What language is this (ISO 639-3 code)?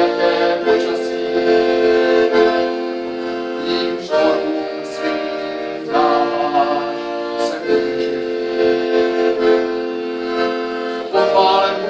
ces